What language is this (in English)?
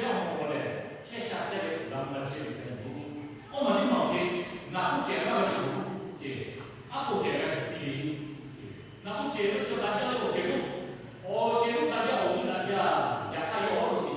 Lahu